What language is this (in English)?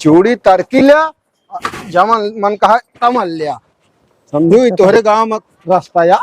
Awadhi